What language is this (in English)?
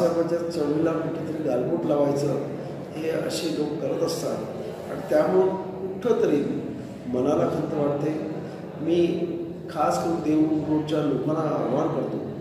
Marathi